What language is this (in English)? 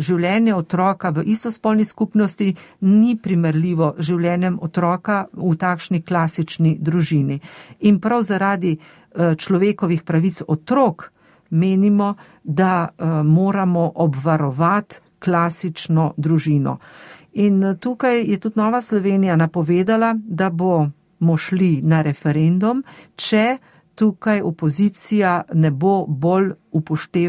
Slovenian